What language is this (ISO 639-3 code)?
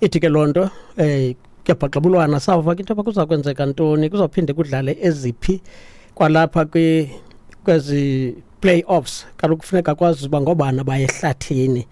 xho